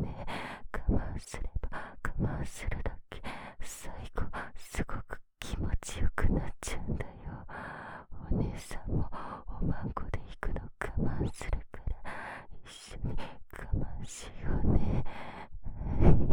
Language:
Japanese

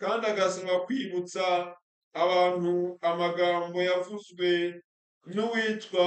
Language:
Kinyarwanda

